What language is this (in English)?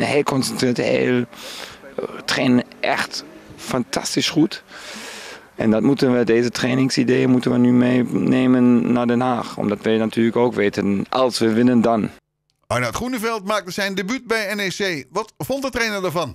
Dutch